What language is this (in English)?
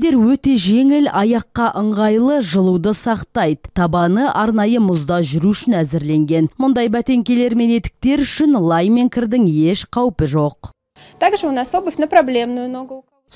Kazakh